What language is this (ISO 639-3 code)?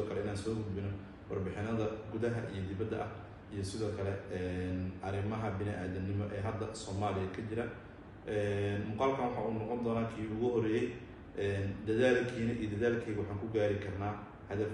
som